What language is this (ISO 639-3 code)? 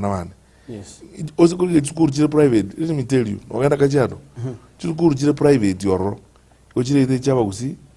guz